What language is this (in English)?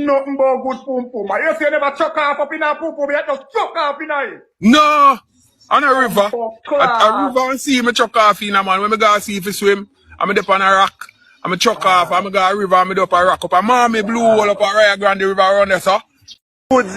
Jamaican Creole English